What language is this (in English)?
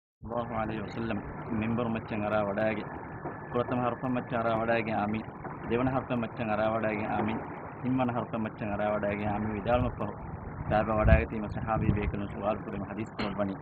Divehi